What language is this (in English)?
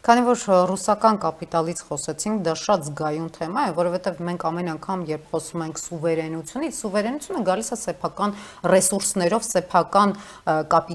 Armenian